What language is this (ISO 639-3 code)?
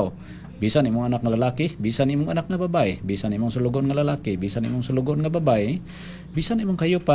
ceb